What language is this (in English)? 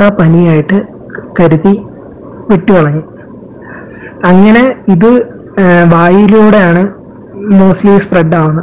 Malayalam